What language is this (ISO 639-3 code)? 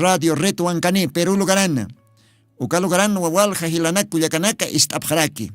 aym